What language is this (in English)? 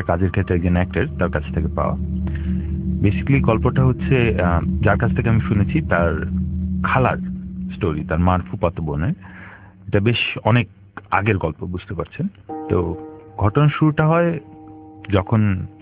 Bangla